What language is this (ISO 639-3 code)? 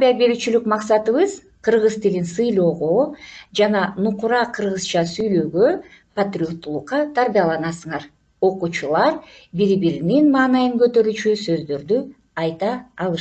kir